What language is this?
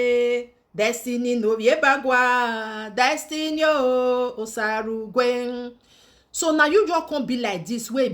Nigerian Pidgin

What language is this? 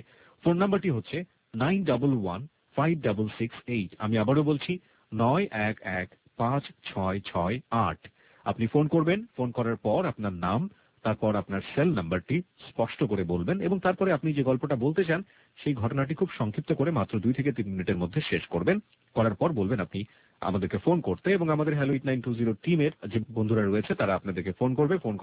Bangla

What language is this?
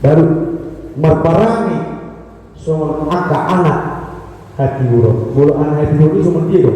Batak Toba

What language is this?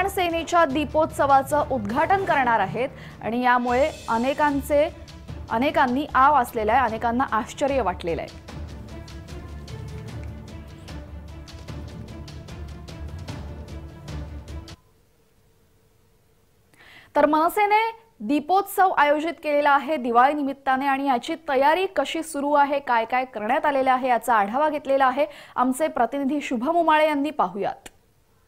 Marathi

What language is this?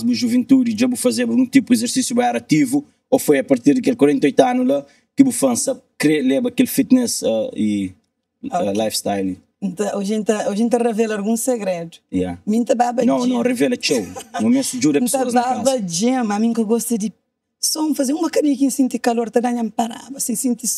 Kabuverdianu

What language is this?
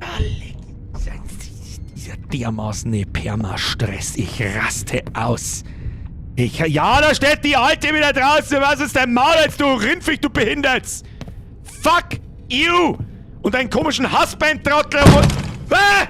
Bavarian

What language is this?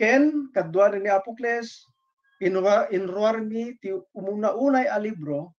Iloko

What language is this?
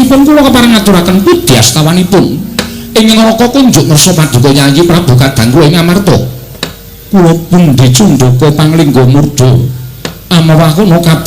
Javanese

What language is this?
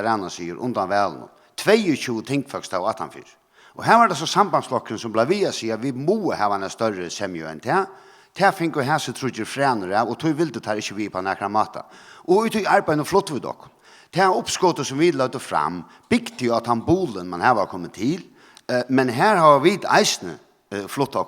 Faroese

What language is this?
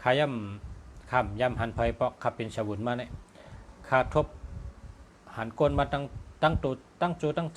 Shan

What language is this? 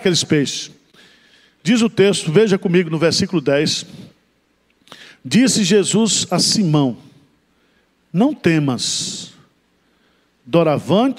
Portuguese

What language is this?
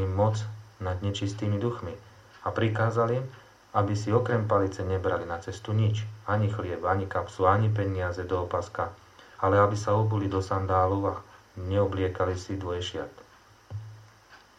Slovak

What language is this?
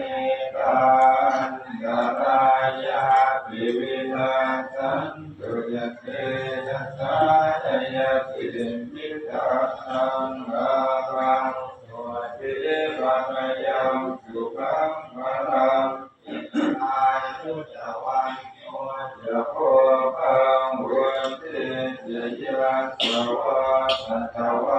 Pali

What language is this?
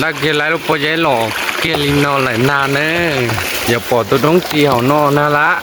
Hmong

